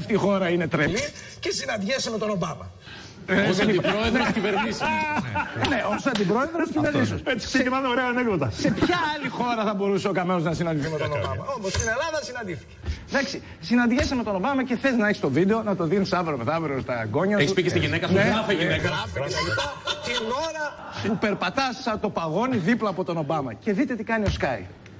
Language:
Greek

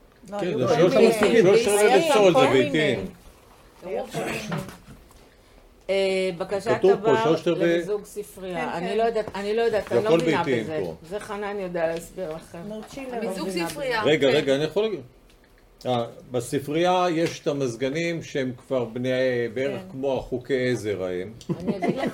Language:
Hebrew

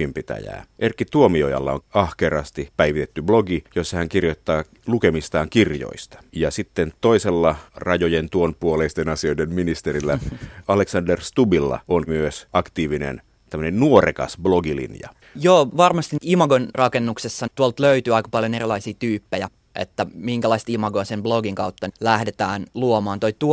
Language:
Finnish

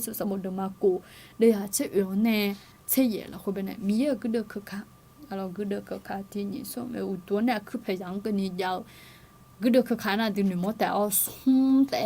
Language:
Akha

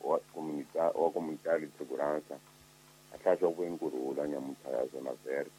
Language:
Tsonga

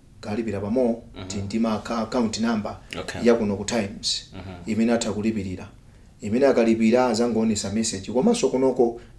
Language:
Nyanja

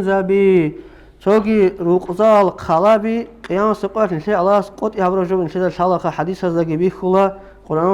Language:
Avaric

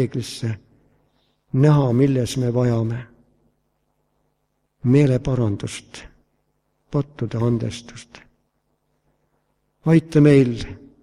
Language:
Estonian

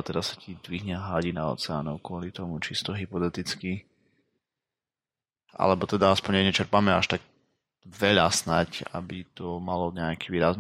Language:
Slovak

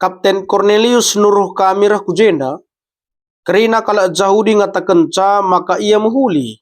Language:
Batak Karo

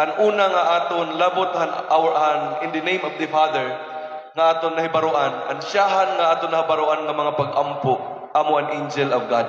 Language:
Waray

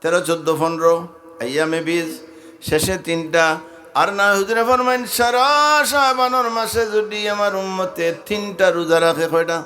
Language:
Sylheti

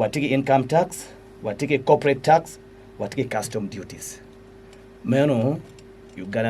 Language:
Acoli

